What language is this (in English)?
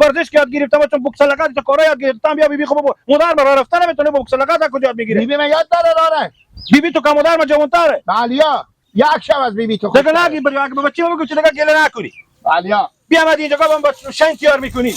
Persian